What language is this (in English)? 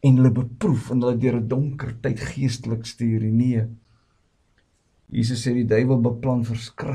Afrikaans